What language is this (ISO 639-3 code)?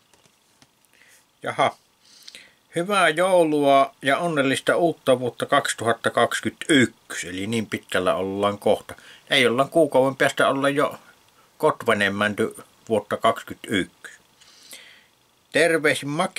fin